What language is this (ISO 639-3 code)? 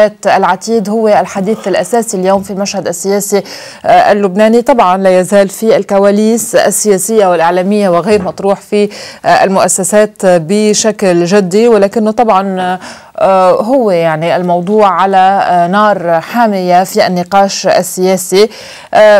ara